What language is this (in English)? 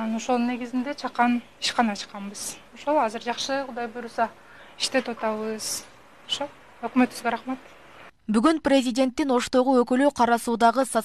Kyrgyz